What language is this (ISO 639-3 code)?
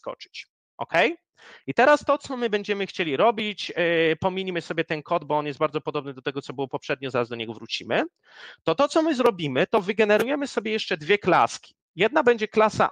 pol